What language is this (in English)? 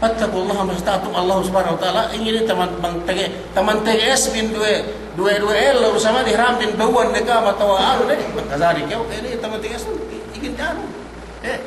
Yakan